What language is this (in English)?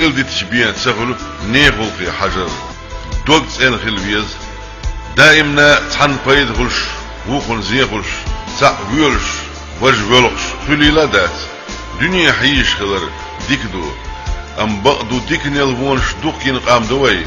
Chechen